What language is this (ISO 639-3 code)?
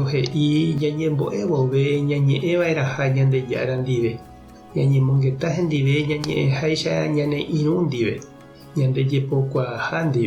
grn